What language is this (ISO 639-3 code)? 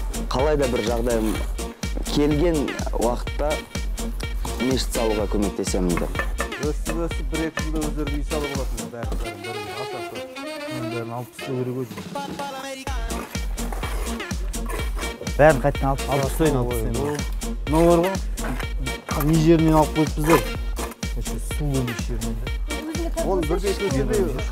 kaz